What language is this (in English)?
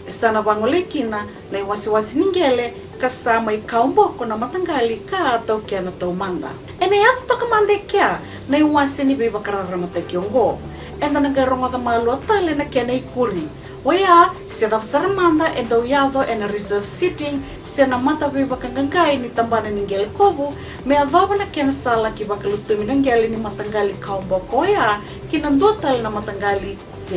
Fijian